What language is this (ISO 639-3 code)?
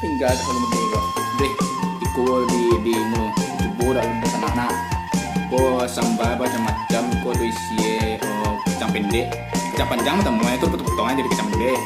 min